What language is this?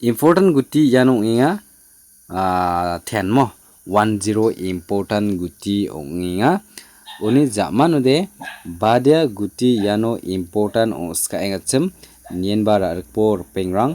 Garo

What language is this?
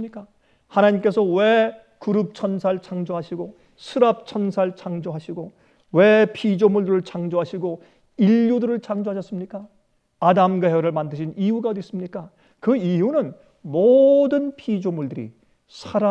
Korean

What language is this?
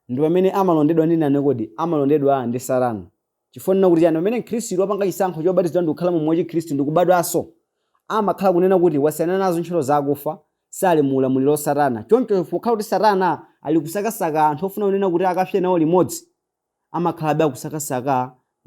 Nyanja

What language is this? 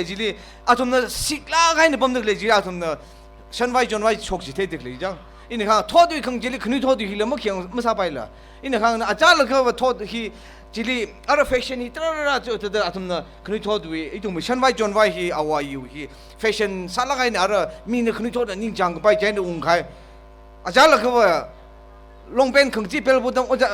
Tangkhul Naga (India)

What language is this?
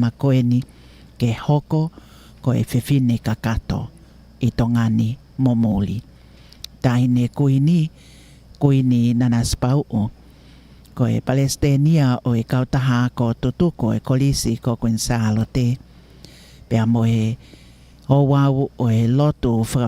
Tongan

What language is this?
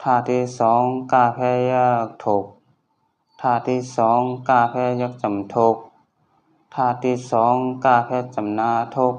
Shan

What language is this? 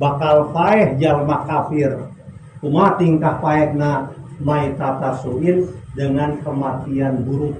Sundanese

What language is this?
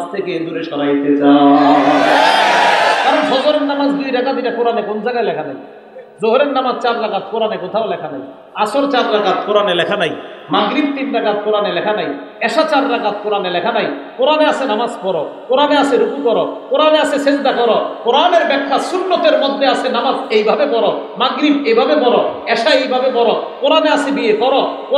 Bangla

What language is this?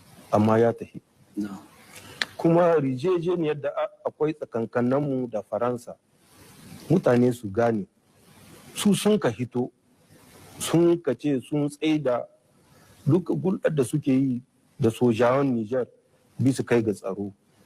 Hausa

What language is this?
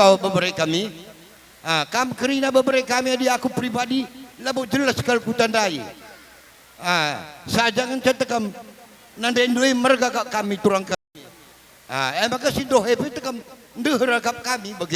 Batak Karo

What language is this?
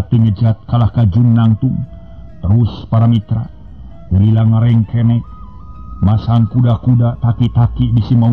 Sundanese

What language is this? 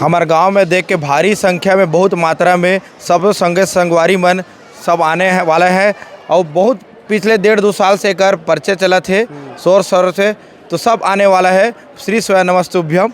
Chhattisgarhi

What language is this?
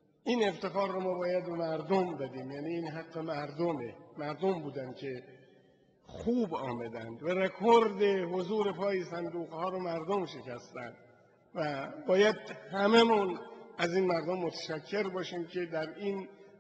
Persian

